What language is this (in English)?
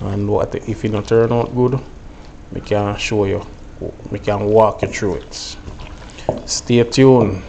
Jamaican Creole English